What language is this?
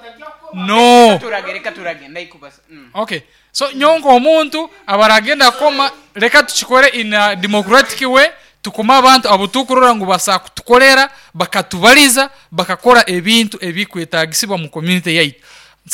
Nyoro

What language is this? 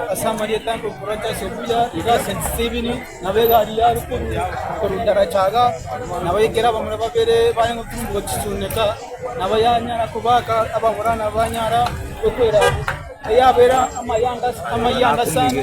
Gusii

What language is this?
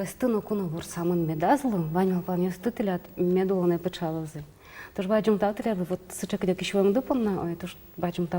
Udmurt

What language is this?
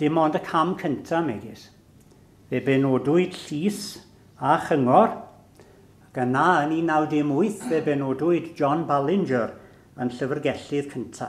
Welsh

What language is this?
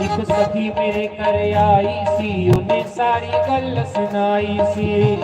Dogri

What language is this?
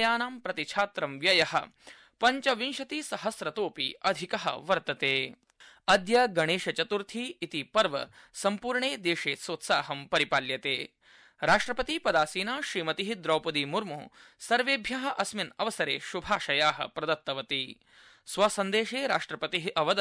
Sanskrit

